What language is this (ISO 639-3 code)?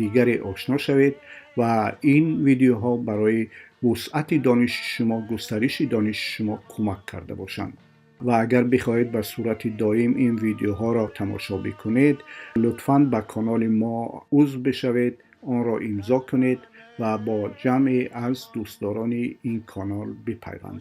tgk